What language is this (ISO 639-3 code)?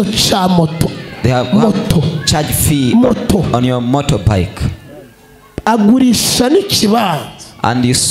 kin